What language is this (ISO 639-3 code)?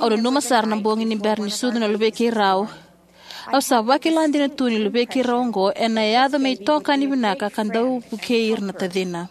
fij